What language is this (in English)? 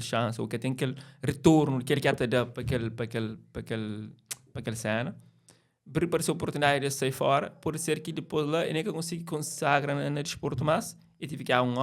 Kabuverdianu